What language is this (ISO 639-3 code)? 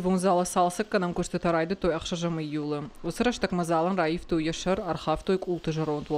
oss